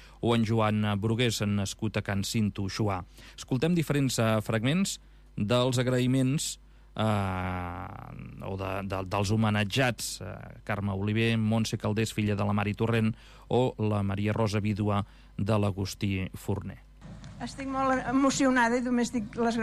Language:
Catalan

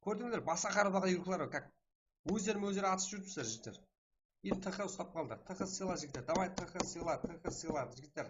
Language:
Kara-Kalpak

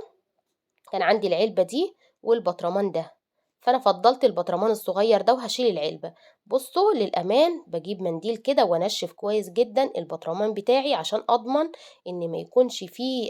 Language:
Egyptian Arabic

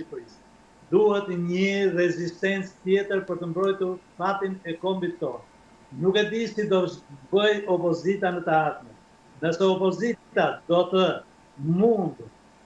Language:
Albanian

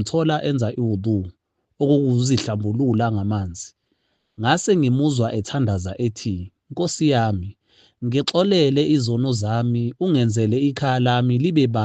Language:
Zulu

